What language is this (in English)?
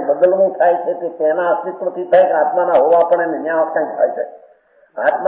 Gujarati